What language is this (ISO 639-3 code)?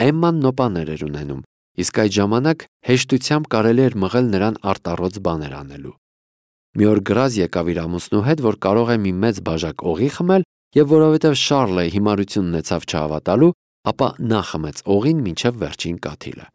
hye